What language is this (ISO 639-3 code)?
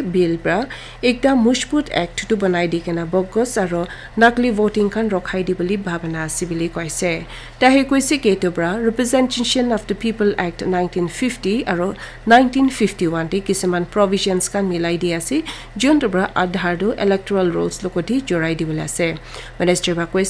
nag